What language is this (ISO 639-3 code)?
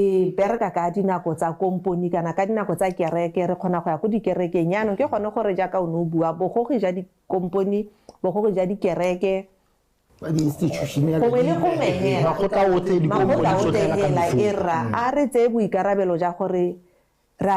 tsn